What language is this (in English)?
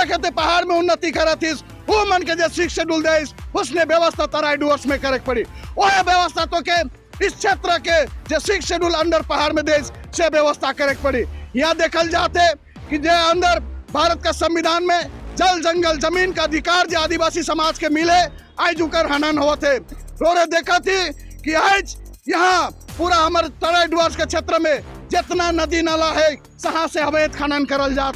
Sadri